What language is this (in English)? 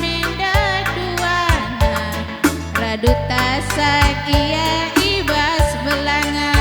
Batak Karo